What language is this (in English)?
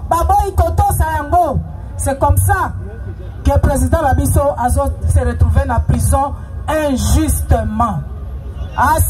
Lingala